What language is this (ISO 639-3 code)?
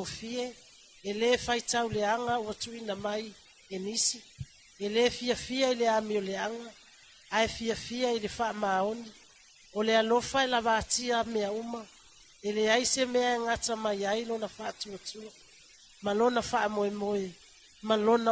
smo